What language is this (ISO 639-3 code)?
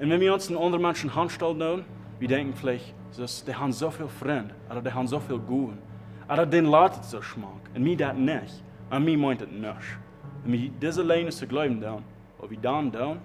pdt